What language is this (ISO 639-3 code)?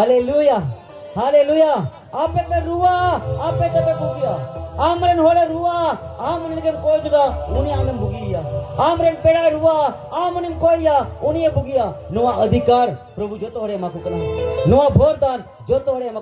sat